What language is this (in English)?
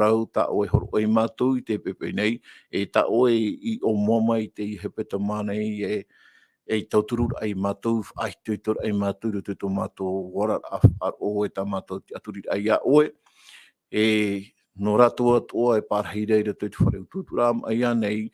Tahitian